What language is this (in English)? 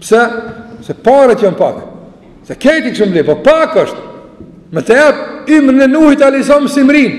Albanian